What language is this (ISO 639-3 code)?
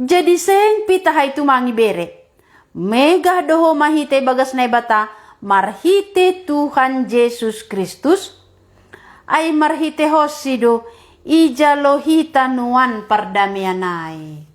bts